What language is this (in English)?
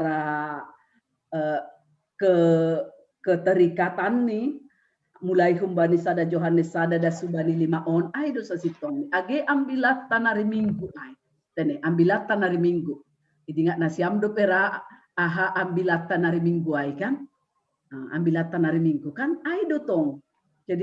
Batak Simalungun